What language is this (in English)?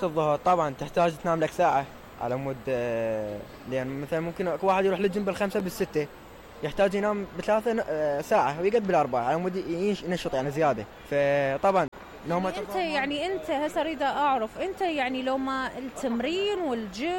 Mesopotamian Arabic